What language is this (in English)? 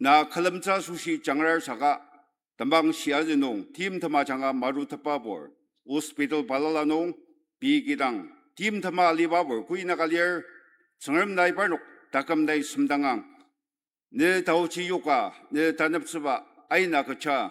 Ao Naga